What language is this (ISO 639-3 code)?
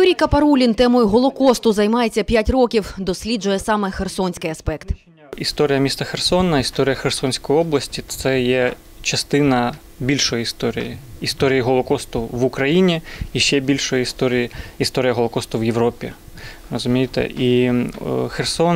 ukr